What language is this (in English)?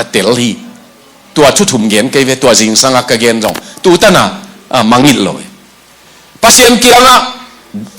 Tedim Chin